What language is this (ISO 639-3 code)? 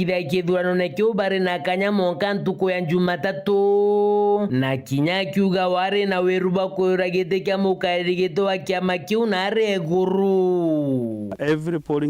mer